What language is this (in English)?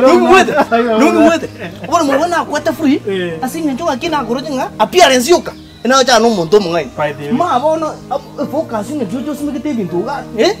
Gusii